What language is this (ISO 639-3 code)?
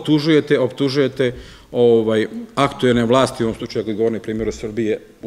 srp